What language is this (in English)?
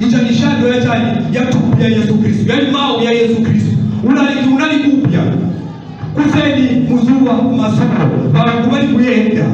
Nyanja